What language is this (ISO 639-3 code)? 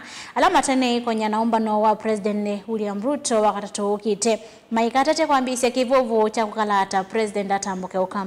kam